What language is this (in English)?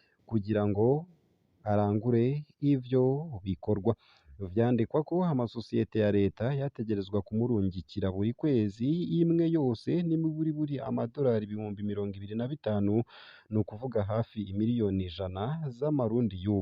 Rundi